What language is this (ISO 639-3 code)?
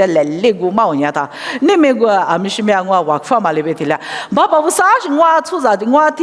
lis